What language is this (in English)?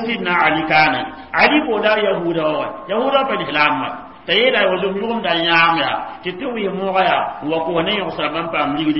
Mossi